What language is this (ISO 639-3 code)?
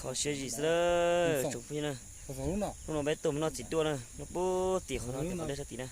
hmn